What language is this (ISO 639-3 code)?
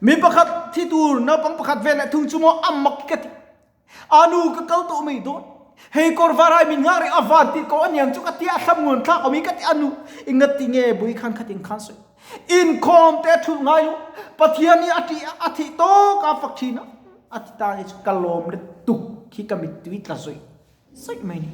lus